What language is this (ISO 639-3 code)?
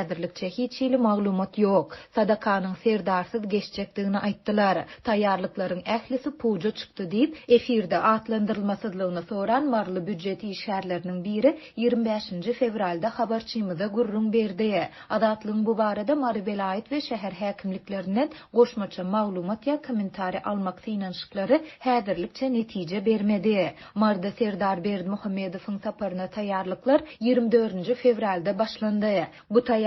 tuk